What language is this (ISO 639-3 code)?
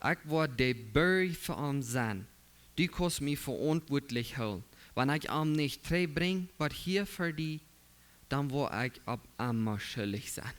pdt